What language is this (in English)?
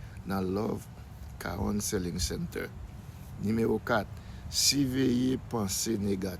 Haitian Creole